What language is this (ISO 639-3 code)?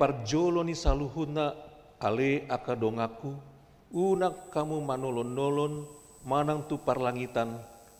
bbc